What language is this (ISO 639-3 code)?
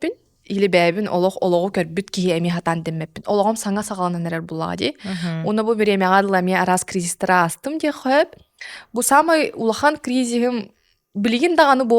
sah